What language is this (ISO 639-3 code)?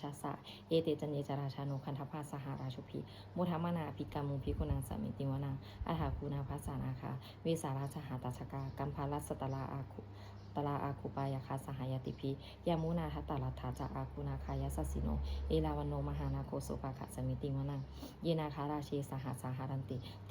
pli